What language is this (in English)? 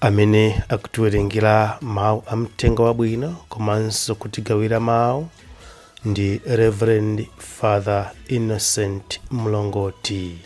Nyanja